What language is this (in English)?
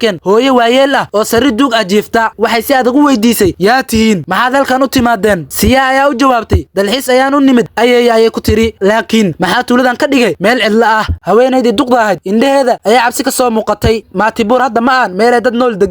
Somali